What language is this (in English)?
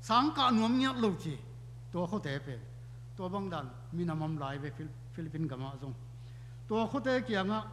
Tedim Chin